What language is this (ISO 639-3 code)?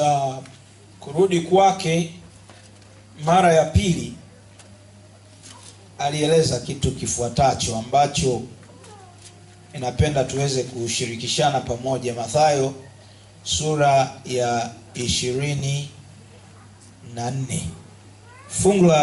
swa